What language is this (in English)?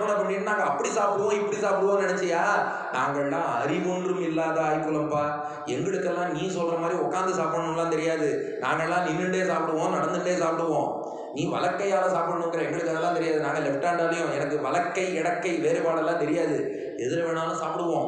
Tamil